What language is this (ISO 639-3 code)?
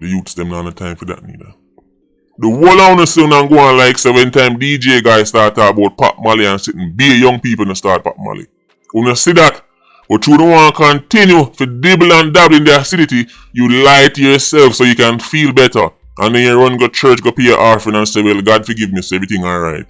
jam